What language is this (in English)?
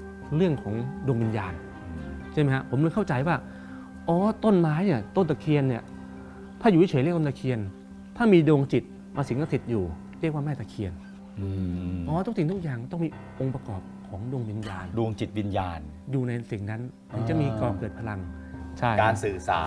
Thai